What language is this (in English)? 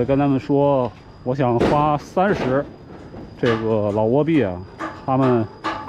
Chinese